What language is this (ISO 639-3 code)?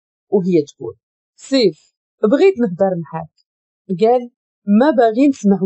ary